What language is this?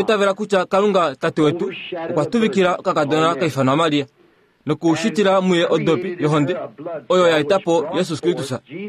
Kuanyama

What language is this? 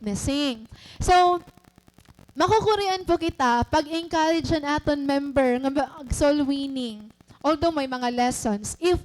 Waray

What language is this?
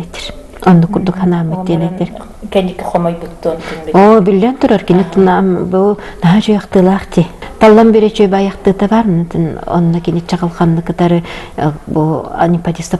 Yakut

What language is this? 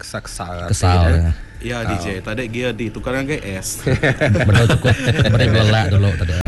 Iban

